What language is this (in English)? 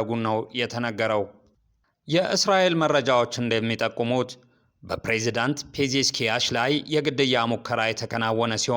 Amharic